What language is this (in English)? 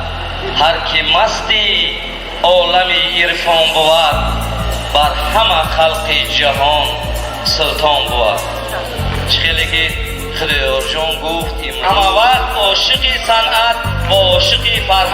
Tajik